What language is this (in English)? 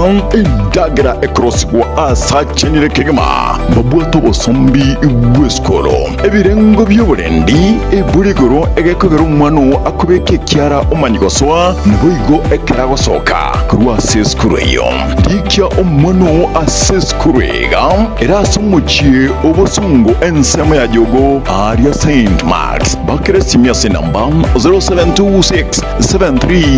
Gusii